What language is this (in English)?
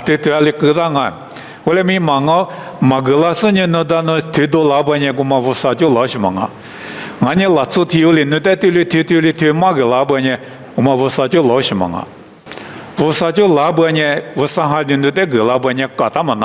Lisu